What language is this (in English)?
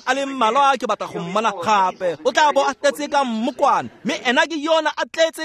Tswana